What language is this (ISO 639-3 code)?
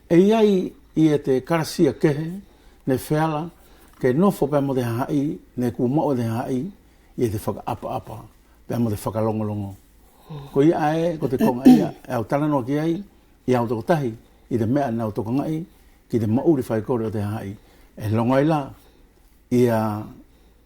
wls